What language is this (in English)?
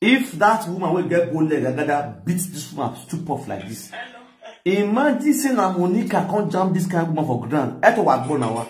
Nigerian Pidgin